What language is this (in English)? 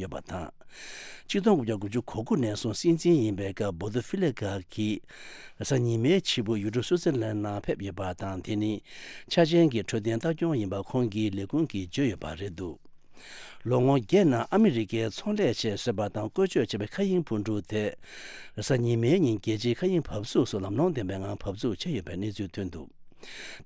Tibetan